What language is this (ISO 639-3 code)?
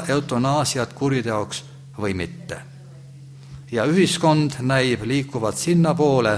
est